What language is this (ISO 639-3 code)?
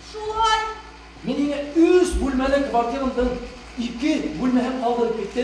bak